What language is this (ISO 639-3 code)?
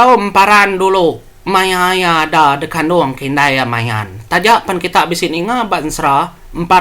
iba